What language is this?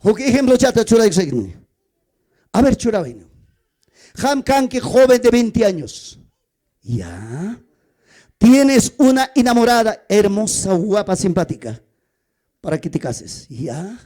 Ayacucho Quechua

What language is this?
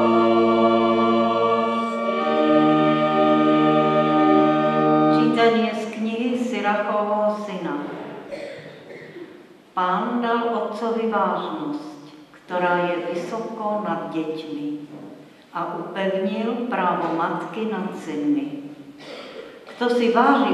Slovak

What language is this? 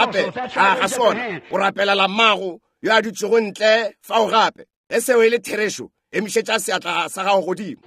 Northern Sotho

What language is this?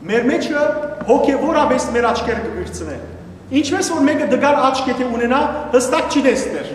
Western Armenian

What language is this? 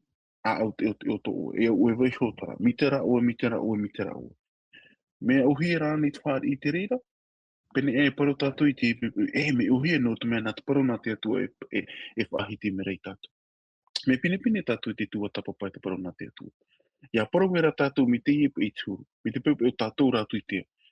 Tahitian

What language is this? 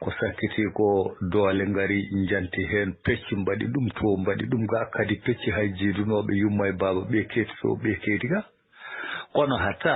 Fula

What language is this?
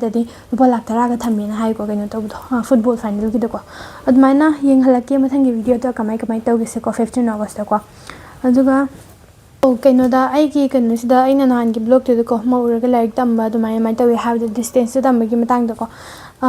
Manipuri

